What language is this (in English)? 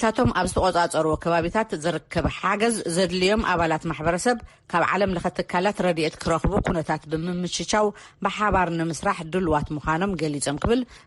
Tigrinya